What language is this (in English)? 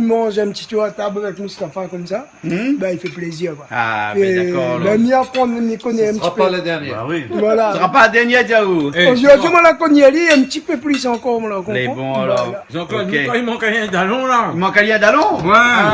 Réunion Creole French